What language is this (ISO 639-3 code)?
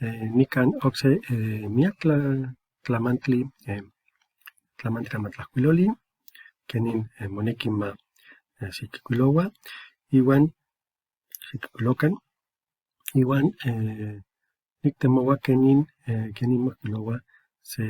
nhe